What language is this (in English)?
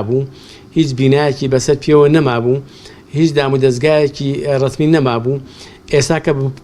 Central Kurdish